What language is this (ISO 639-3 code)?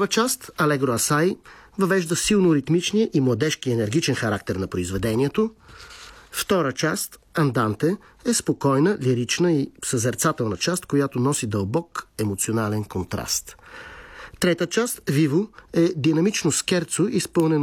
bul